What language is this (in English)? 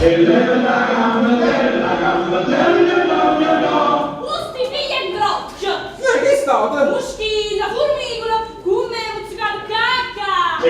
Neapolitan